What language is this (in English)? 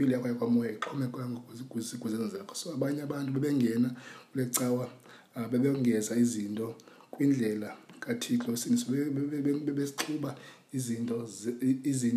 Xhosa